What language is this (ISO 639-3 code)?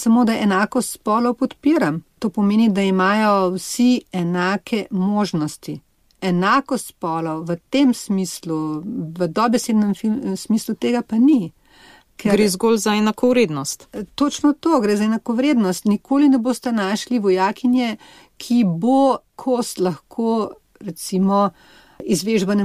slv